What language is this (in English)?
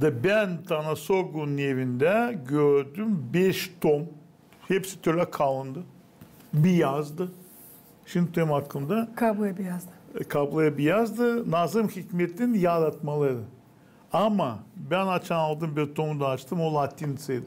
Gagauz